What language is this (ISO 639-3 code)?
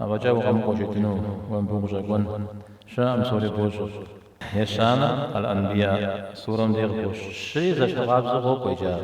kbd